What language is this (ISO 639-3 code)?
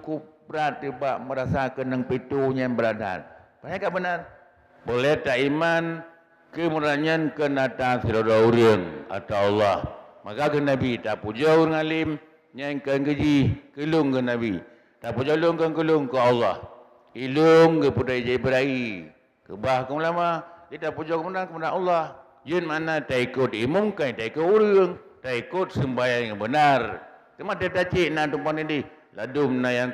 ace